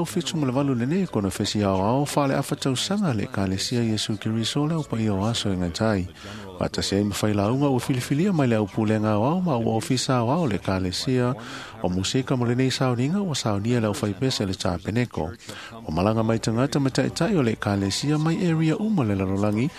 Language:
Samoan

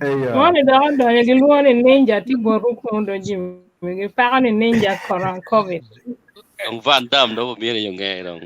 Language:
Acoli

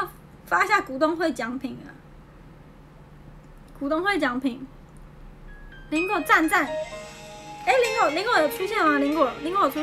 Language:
Chinese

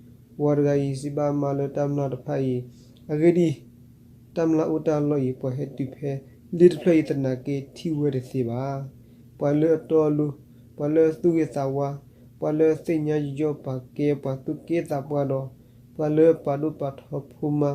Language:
S'gaw Karen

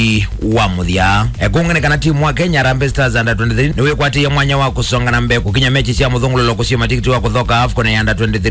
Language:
Kamba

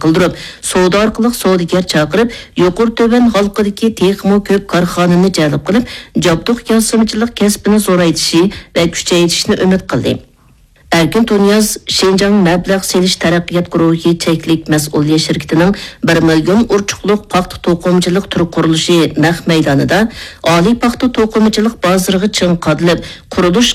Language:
Uyghur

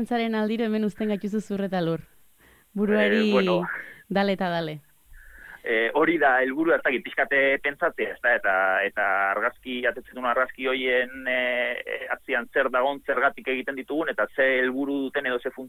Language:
Basque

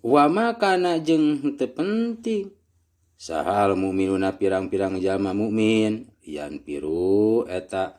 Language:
Sundanese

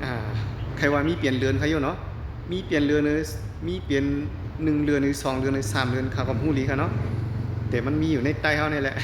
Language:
Shan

